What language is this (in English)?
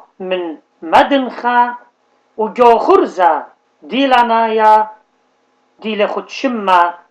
Assyrian Neo-Aramaic